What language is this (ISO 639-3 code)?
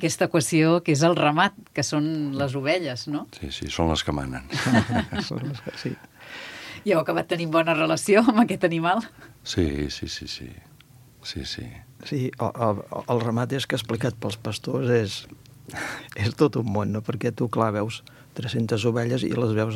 cat